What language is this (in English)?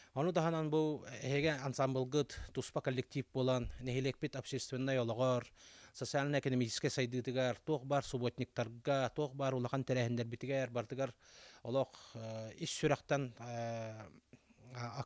Yakut